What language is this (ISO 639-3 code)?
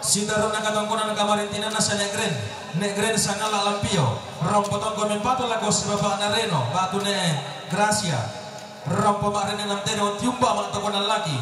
sda